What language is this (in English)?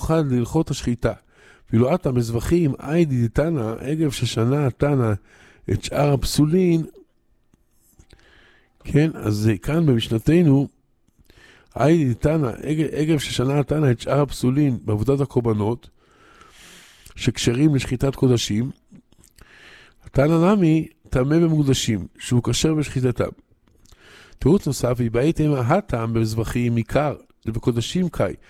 Hebrew